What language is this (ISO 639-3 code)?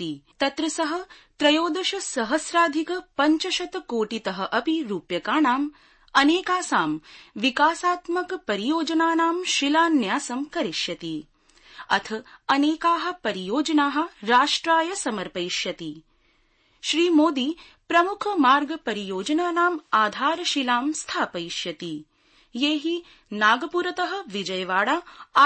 san